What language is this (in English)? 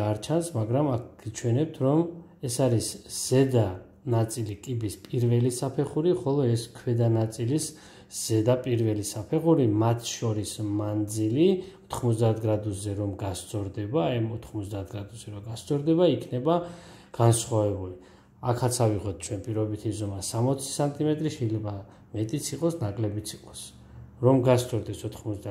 Georgian